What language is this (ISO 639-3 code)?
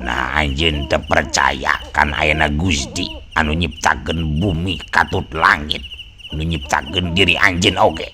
sun